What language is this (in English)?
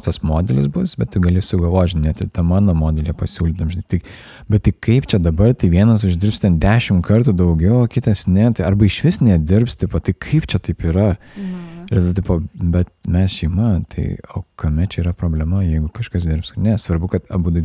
Lithuanian